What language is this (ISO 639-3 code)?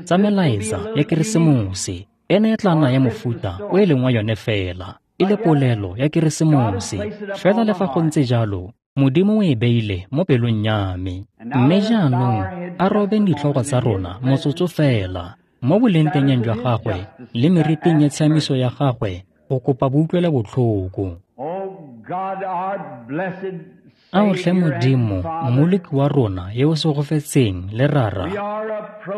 tsn